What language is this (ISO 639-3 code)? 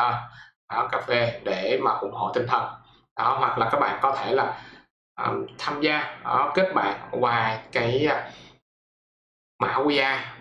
vie